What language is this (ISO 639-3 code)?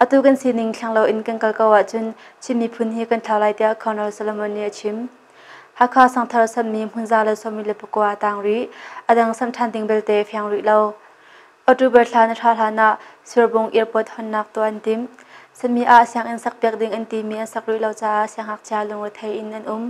cnh